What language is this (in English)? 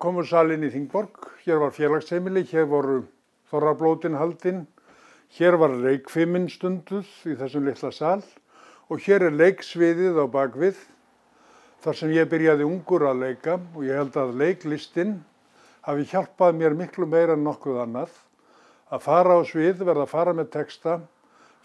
Icelandic